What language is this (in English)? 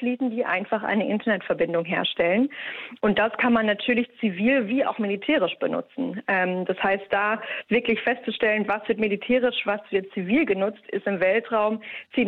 German